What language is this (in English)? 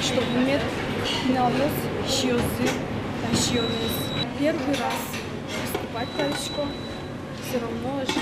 Udmurt